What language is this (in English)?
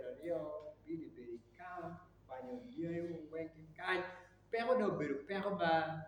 Acoli